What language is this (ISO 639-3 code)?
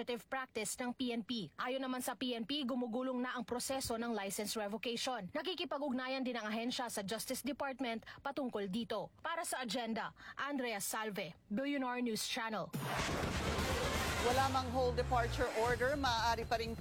fil